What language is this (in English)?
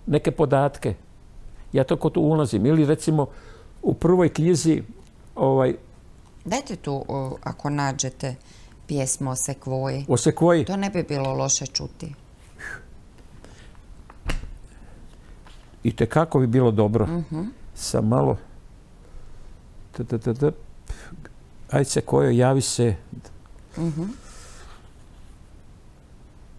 Croatian